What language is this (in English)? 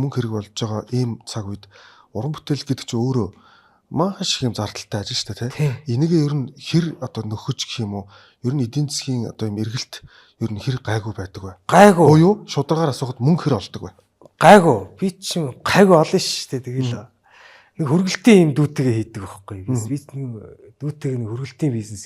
Mongolian